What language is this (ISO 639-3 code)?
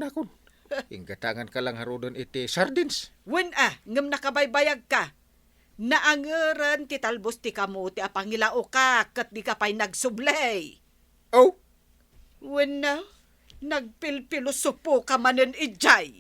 ilo